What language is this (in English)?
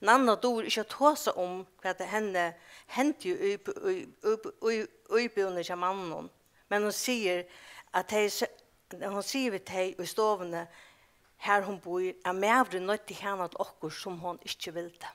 Faroese